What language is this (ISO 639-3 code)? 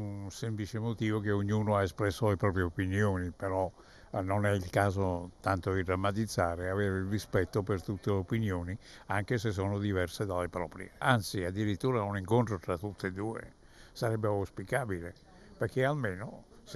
ita